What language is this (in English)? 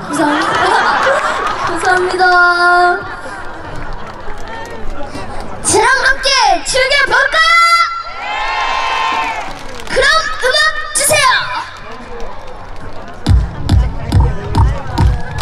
Korean